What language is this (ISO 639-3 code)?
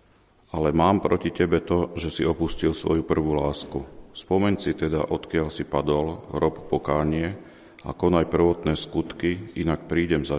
slk